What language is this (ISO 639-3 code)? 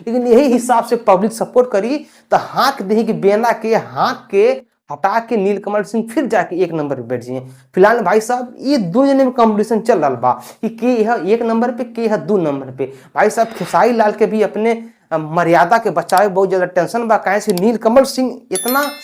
bho